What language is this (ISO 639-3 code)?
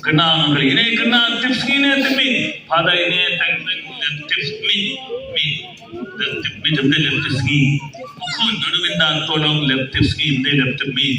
kha